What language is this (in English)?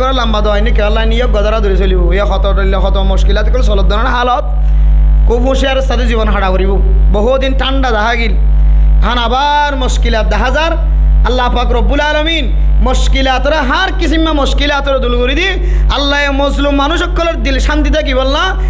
Rohingya